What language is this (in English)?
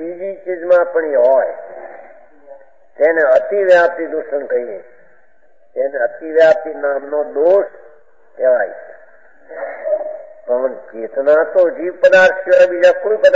Gujarati